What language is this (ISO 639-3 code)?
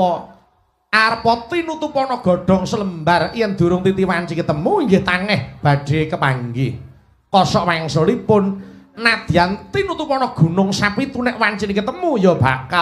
jav